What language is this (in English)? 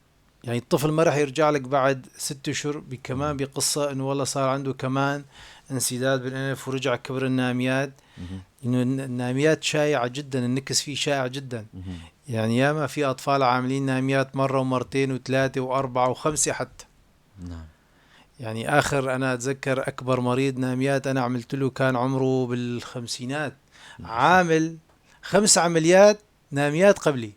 North Levantine Arabic